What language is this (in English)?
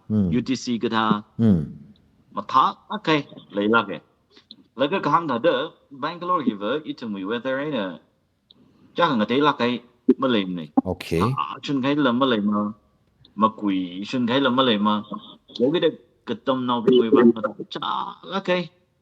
Tangkhul Naga (India)